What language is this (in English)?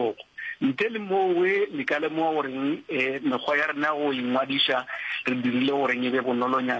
Northern Sotho